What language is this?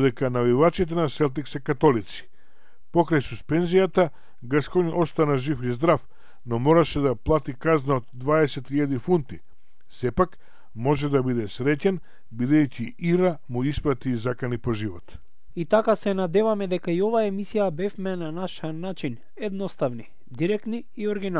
Macedonian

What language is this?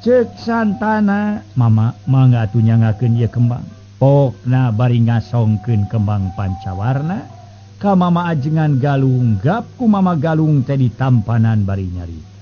Sundanese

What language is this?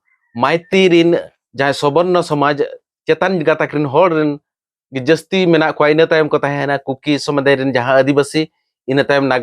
Santali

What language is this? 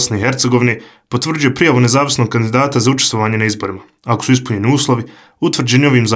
Bosnian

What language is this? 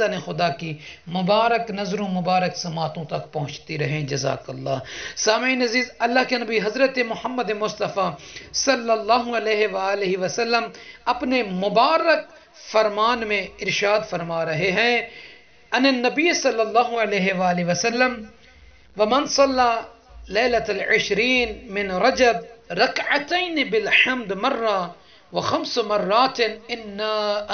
Urdu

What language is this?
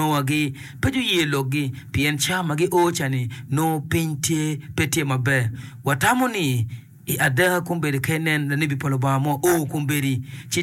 Acoli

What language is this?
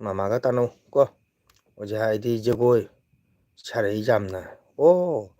Manipuri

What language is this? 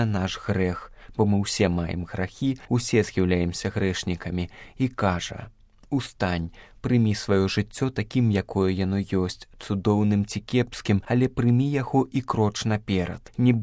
Belarusian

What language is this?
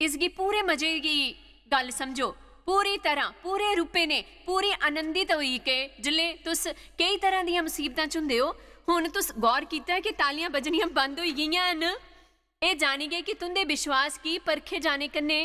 Dogri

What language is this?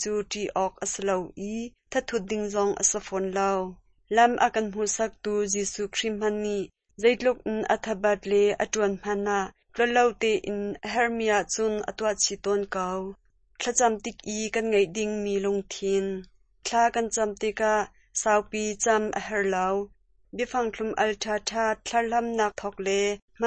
Hakha Chin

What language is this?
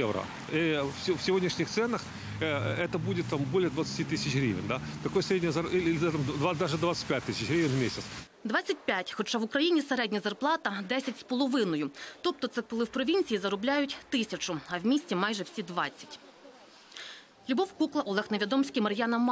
Ukrainian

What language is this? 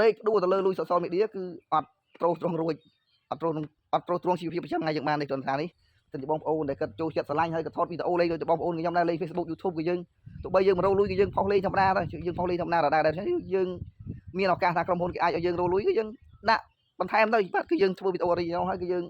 Khmer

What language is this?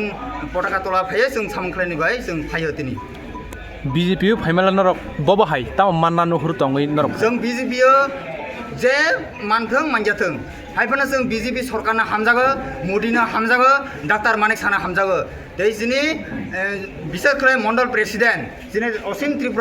Kok Borok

